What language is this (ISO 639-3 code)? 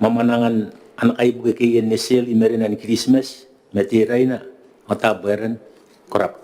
gil